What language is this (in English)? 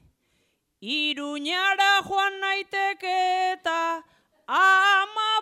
Basque